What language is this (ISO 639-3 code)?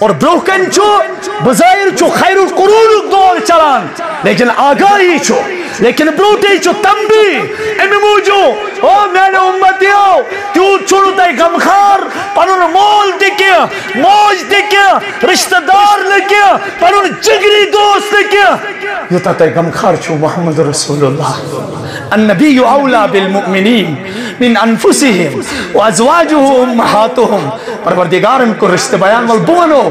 kas